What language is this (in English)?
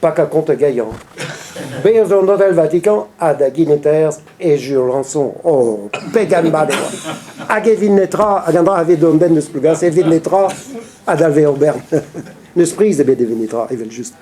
Breton